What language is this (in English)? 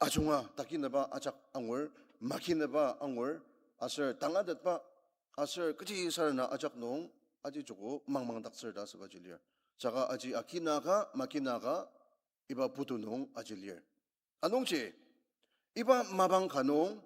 Ao Naga